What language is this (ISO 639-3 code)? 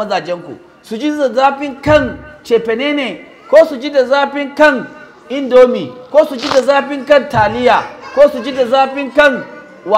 hau